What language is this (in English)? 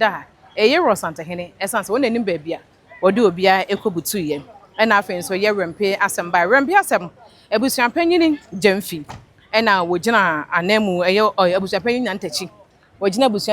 Akan